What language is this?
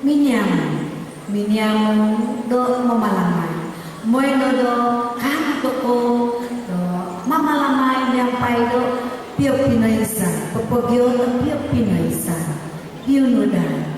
Central Dusun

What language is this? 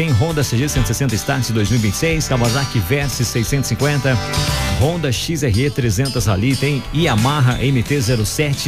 Portuguese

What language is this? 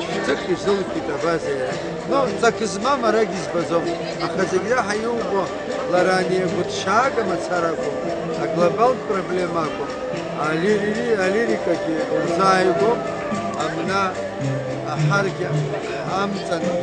Abkhazian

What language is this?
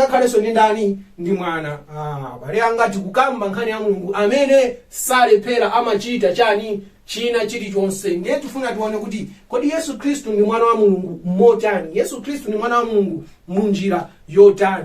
Nyanja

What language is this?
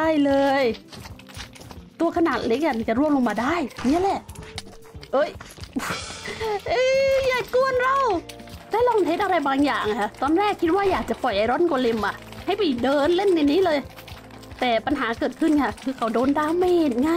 Thai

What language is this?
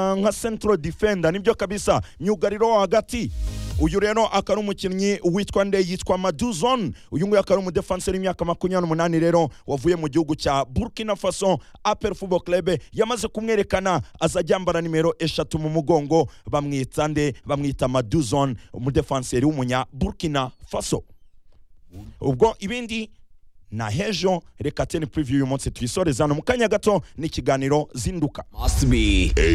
Kinyarwanda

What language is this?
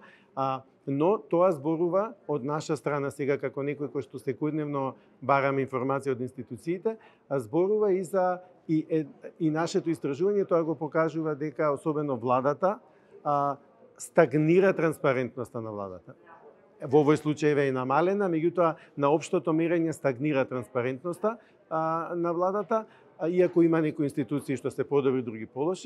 Macedonian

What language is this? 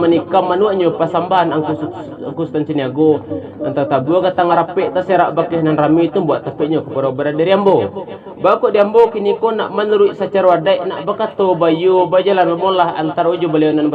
Minangkabau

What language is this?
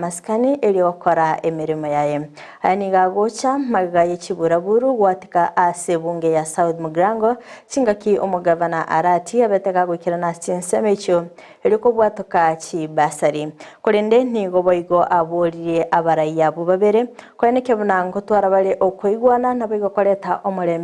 Gusii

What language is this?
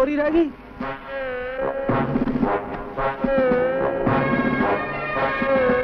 Punjabi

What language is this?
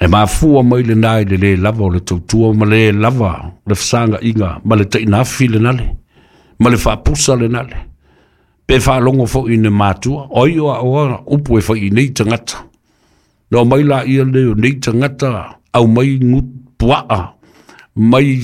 Samoan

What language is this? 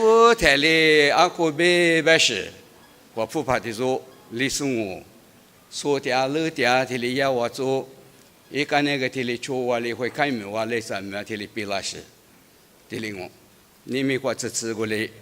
Lisu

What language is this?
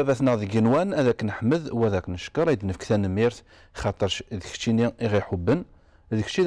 Kabyle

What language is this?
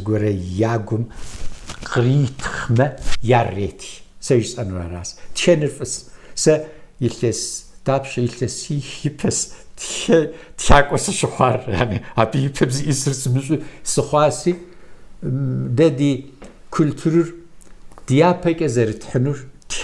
Kabardian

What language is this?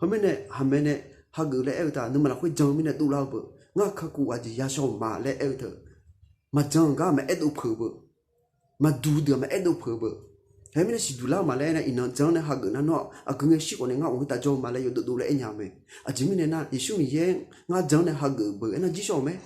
Akha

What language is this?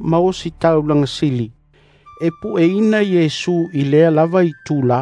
Samoan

